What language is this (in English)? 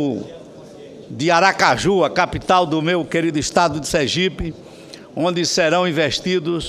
Portuguese